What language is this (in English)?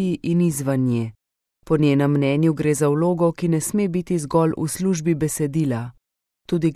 Slovenian